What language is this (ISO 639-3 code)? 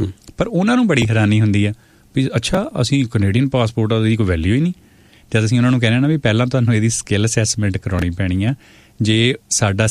pan